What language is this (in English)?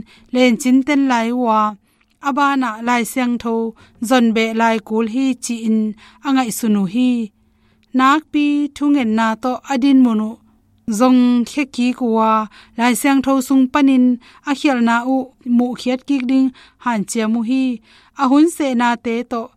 Tedim Chin